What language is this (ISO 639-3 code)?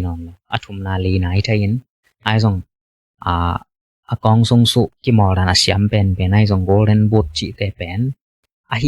ctd